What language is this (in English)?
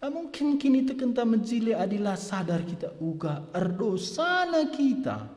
Batak Karo